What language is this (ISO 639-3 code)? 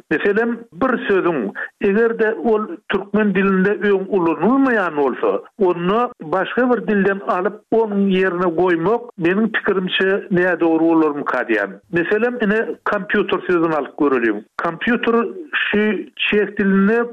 tuk